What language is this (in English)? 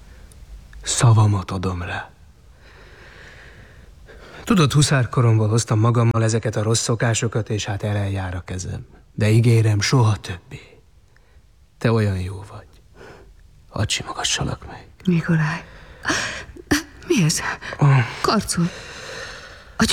Hungarian